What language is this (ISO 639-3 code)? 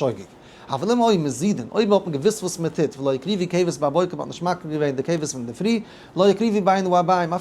yid